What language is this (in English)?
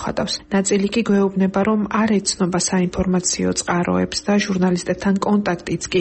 Georgian